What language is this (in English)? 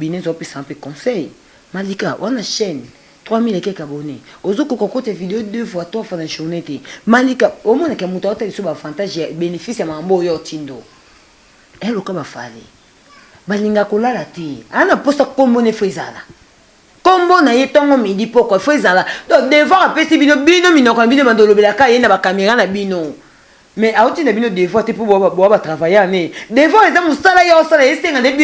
Lingala